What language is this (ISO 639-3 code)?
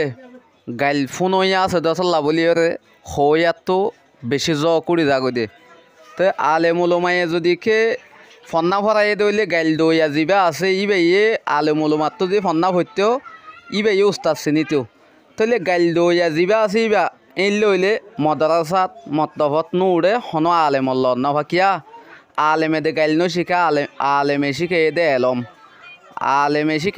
rhg